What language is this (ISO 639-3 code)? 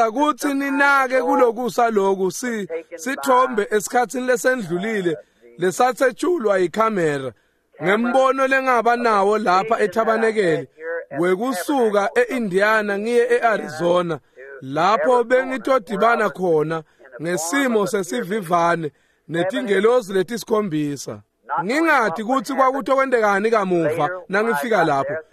ssw